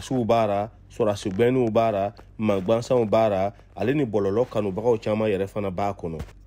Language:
Bambara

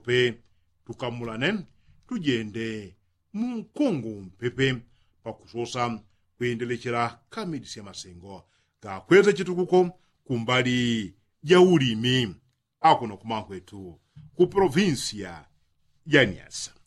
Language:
Yao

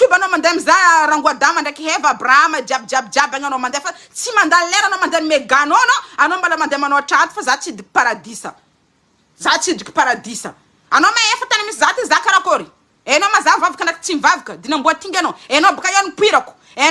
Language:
Malagasy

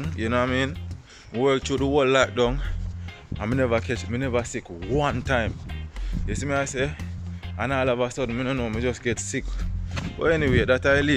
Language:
Jamaican Creole English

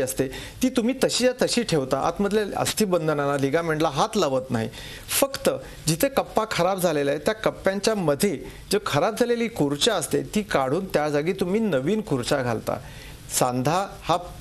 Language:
Marathi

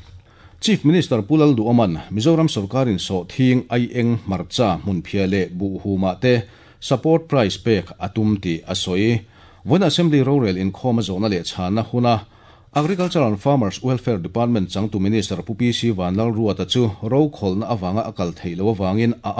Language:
Mizo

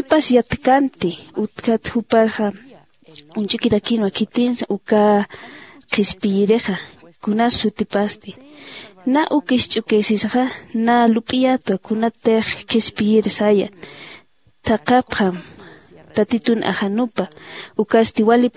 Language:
Aymara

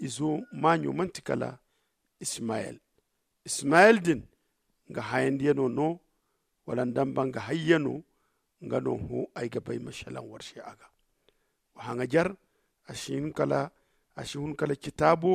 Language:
Zarma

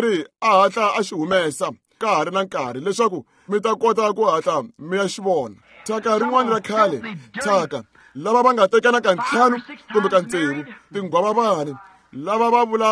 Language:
Tsonga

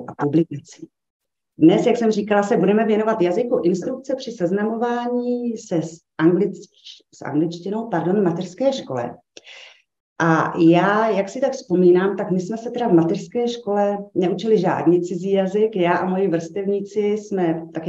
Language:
Czech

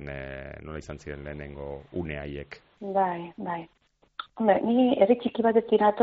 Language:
Basque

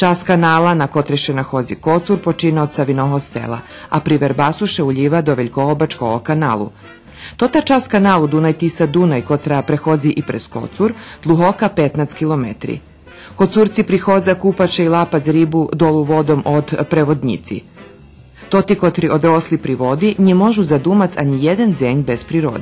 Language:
Rusyn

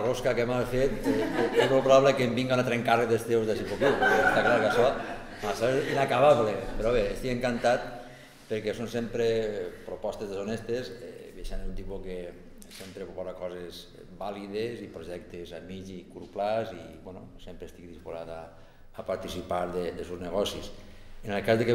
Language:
Catalan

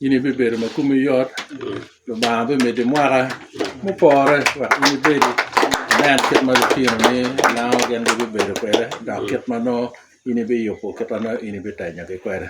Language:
Lango (Uganda)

